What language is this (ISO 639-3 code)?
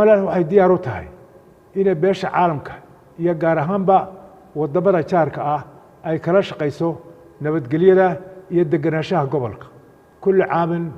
som